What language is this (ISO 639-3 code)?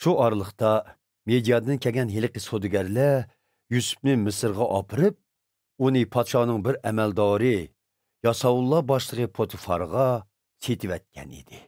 uig